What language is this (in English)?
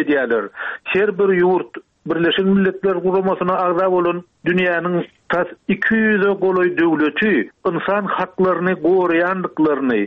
Turkmen